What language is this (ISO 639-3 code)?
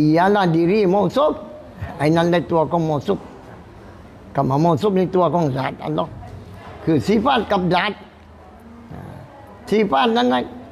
tha